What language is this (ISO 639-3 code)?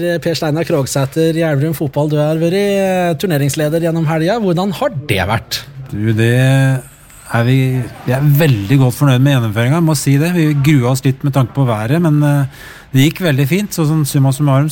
nor